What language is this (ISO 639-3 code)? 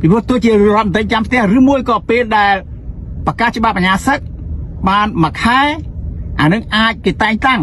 khm